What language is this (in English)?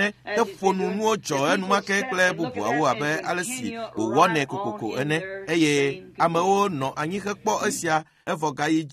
Ewe